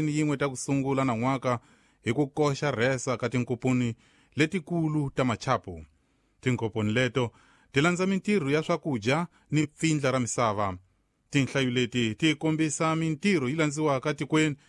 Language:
Tsonga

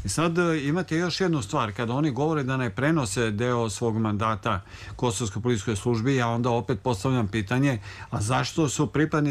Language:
Serbian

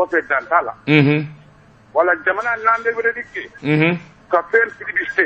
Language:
Bambara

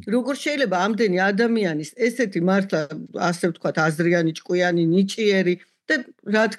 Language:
Georgian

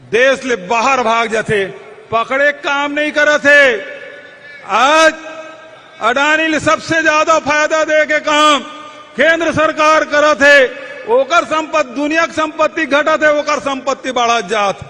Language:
Chhattisgarhi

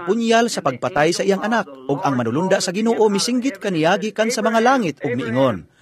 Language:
Cebuano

